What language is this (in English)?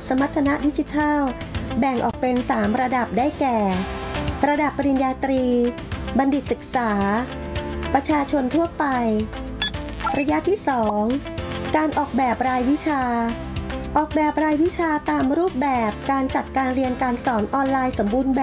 Thai